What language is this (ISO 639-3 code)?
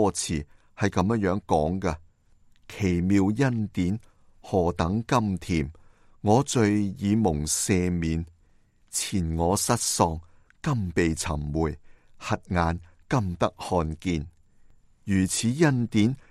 yue